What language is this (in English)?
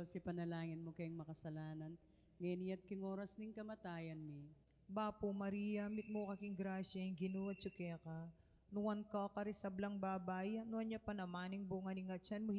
Pampanga